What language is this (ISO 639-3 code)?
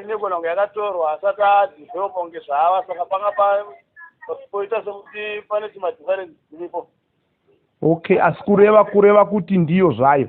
sna